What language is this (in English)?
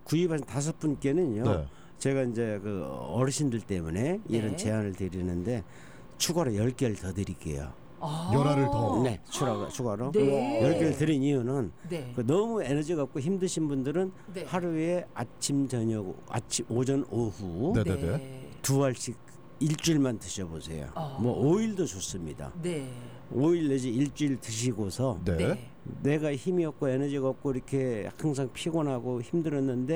Korean